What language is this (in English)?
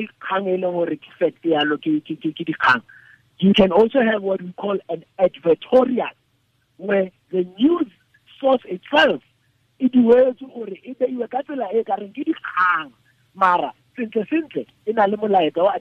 Tswana